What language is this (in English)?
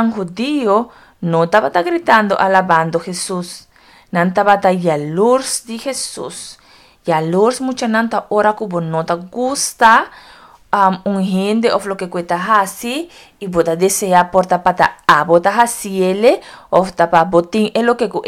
Papiamento